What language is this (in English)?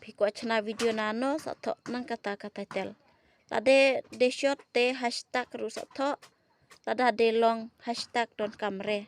Khasi